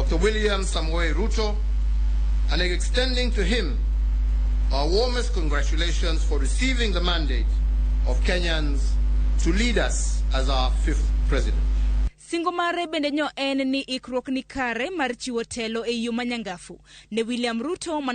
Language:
Luo (Kenya and Tanzania)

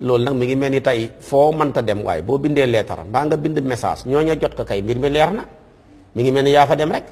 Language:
Wolof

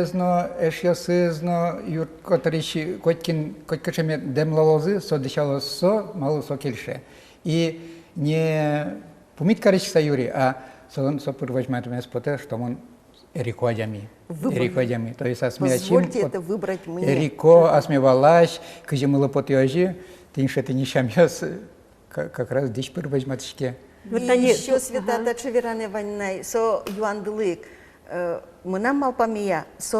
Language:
Udmurt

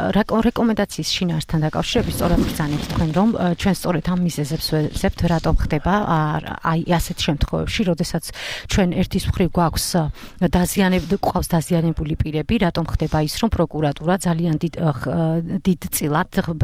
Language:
Georgian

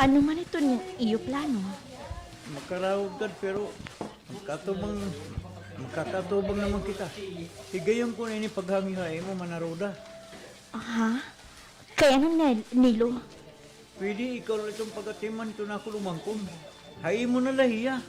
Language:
Waray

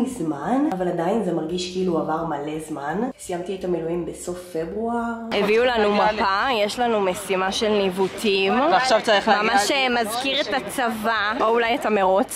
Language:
Hebrew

